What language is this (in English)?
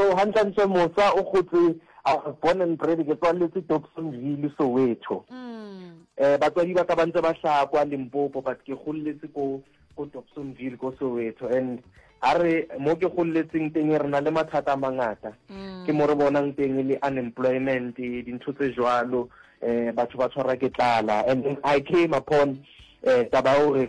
Northern Sotho